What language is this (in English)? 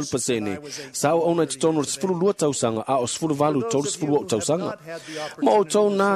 Samoan